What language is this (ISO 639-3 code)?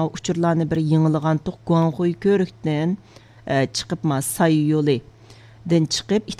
uig